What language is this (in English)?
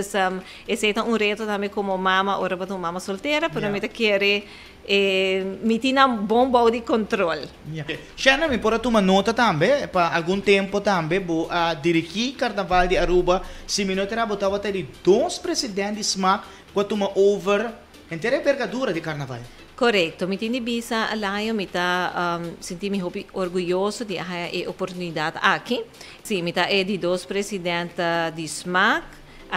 Papiamento